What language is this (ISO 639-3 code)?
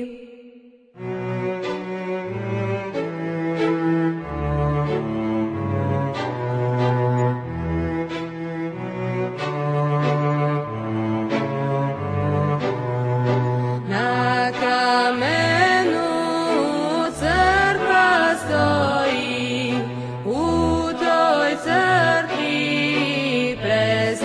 hrv